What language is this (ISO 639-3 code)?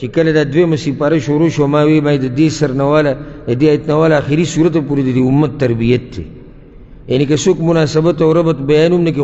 pus